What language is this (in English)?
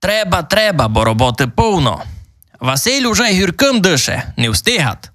Rusyn